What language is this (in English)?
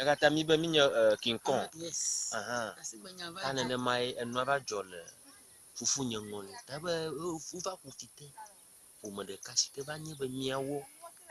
Ewe